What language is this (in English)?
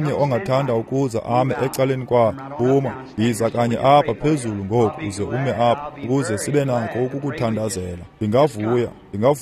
Xhosa